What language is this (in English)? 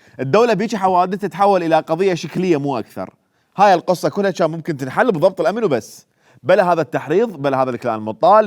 Mesopotamian Arabic